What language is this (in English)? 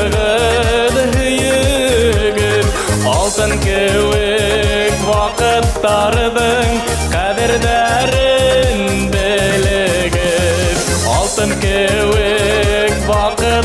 Bashkir